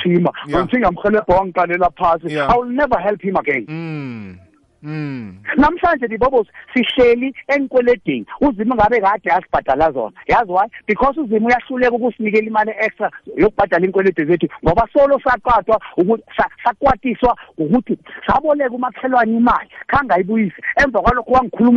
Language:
South Ndebele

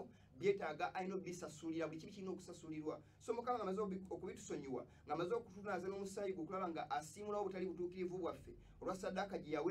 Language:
Ganda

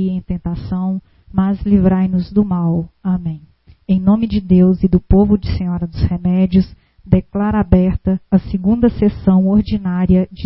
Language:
Portuguese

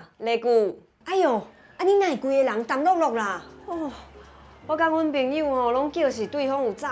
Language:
Min Nan Chinese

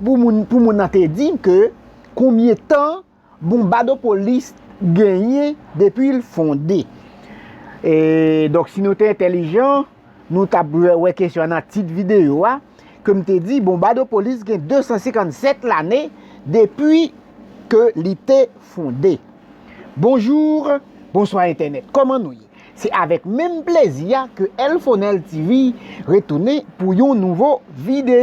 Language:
Haitian Creole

